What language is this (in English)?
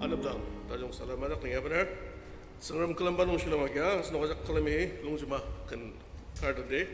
Ao Naga